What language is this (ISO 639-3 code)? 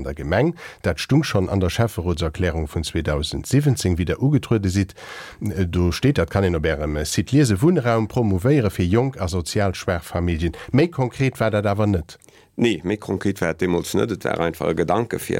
ltz